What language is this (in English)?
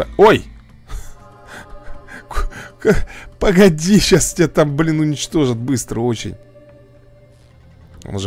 Russian